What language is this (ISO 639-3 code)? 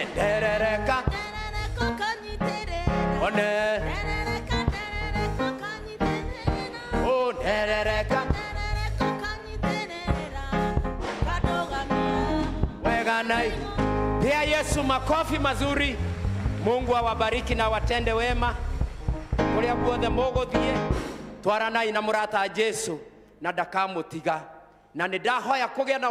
kik